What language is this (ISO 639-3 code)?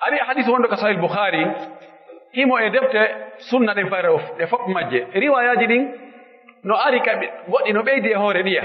fuf